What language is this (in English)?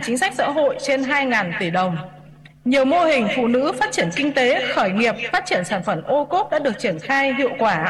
Vietnamese